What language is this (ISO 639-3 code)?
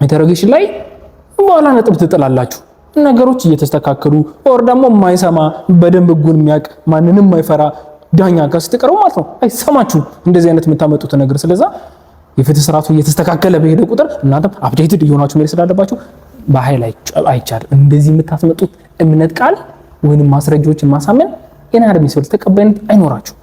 amh